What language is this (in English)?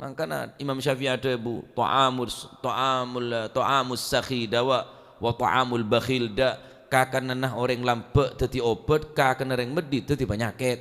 Madurese